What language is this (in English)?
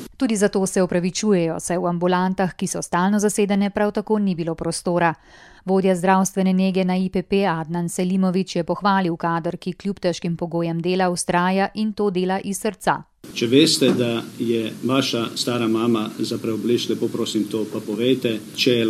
Slovenian